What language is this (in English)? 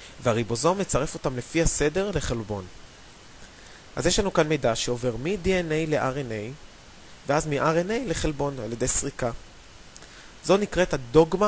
Hebrew